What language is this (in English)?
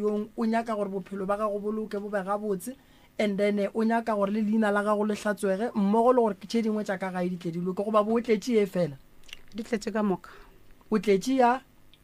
Northern Sotho